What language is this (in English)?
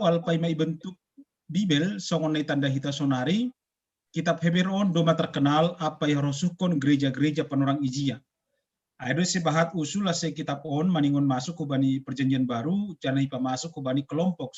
Batak Simalungun